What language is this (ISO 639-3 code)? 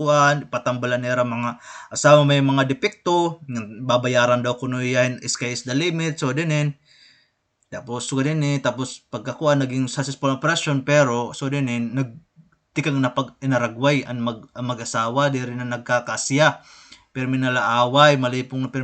war